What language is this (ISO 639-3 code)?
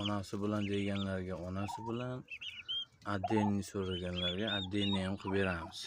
uzb